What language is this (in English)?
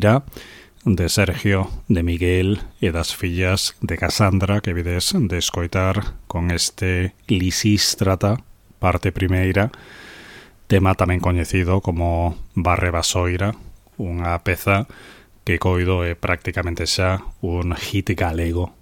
Galician